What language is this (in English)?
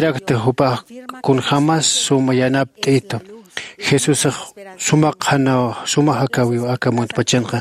Aymara